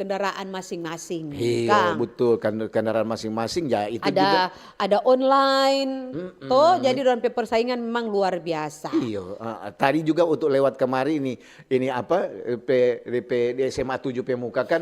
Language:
Manado Malay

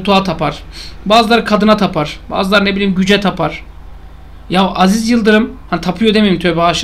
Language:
Turkish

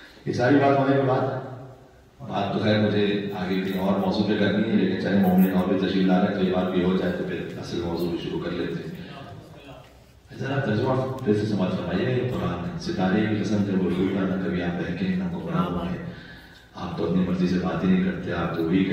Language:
Urdu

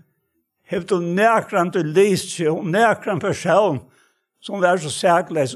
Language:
Faroese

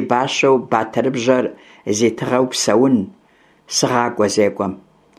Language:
Kabardian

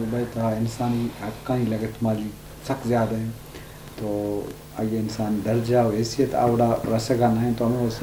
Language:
Eastern Balochi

